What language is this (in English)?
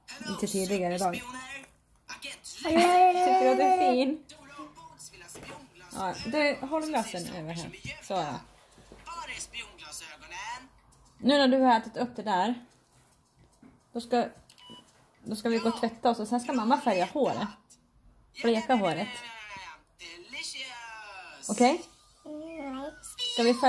Swedish